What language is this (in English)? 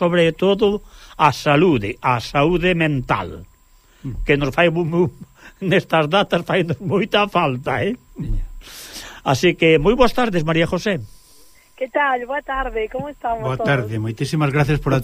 Galician